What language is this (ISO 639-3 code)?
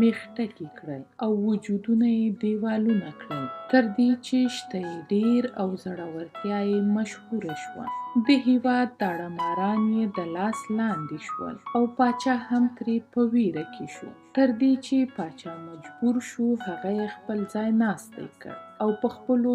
pus